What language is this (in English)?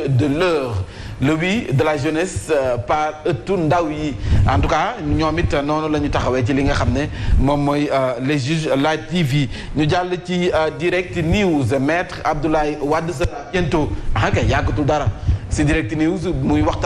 Wolof